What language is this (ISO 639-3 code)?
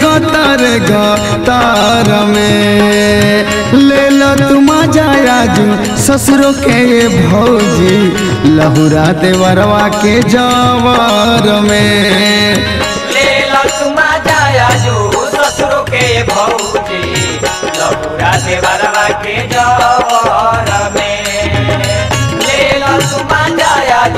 bho